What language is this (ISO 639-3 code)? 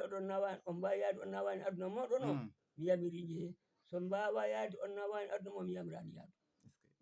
ful